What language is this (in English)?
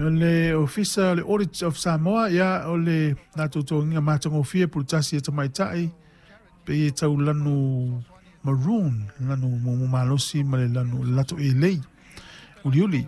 Samoan